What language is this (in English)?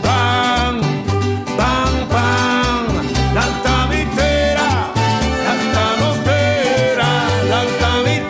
Papiamento